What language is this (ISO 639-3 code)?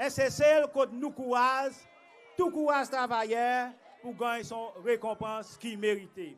crs